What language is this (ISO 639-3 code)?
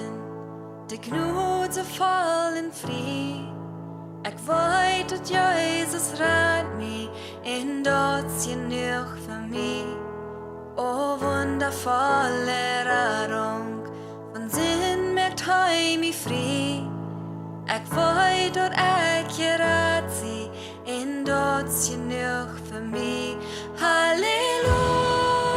pdt